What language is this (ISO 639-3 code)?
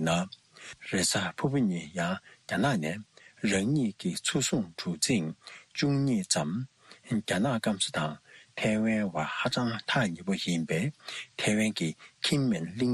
bod